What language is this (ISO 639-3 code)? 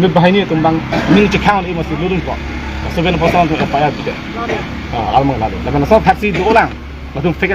mjw